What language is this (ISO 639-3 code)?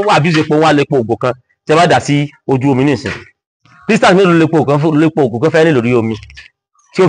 yor